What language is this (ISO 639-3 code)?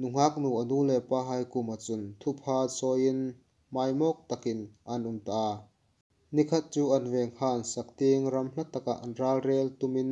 hmr